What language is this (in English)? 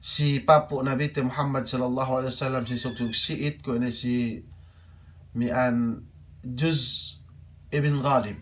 Yakan